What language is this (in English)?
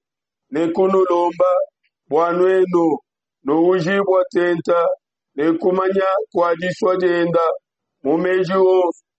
Luba-Lulua